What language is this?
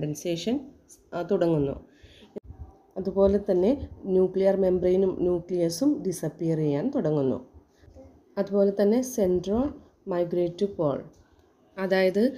Malayalam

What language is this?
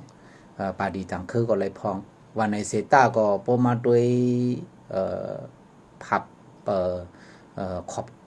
Shan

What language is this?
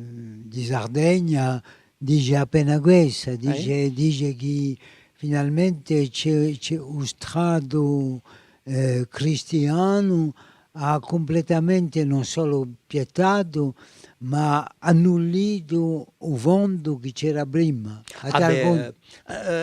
Corsican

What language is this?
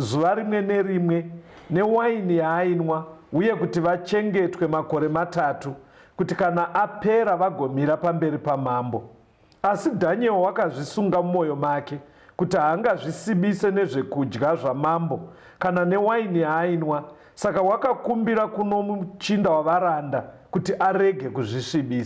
Shona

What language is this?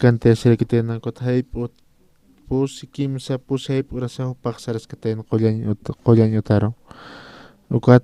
Aymara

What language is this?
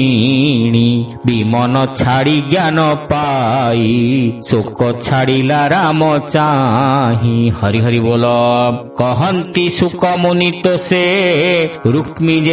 Odia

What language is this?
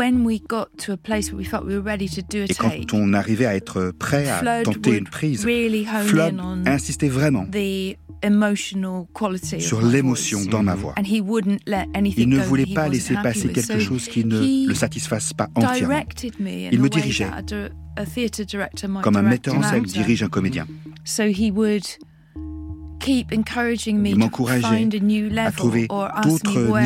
French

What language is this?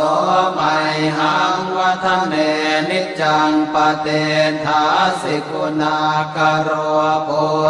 Pali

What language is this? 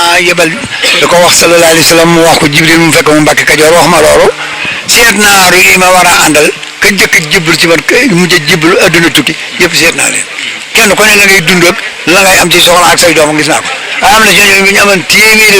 Wolof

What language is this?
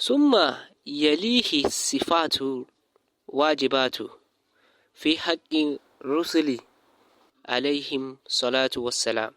Zarma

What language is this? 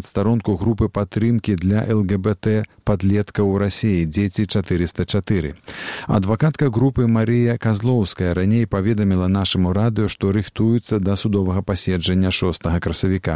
Belarusian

